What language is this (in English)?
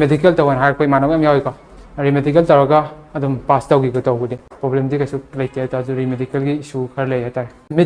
Manipuri